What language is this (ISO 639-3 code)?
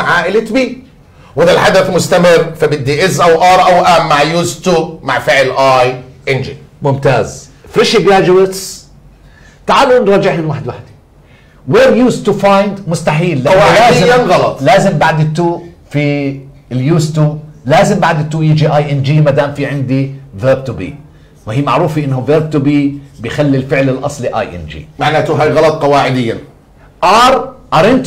ajp